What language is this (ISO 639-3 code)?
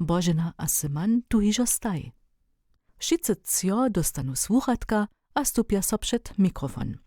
hsb